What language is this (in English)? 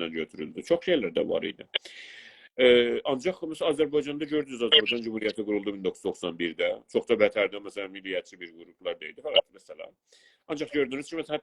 South Azerbaijani